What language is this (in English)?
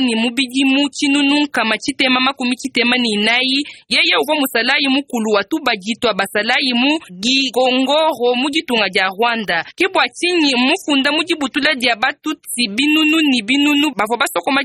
Luba-Lulua